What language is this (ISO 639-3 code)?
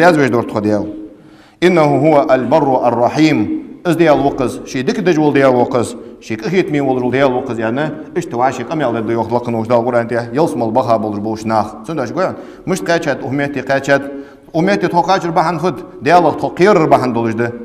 inh